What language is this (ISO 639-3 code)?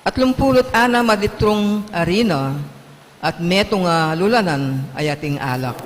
pam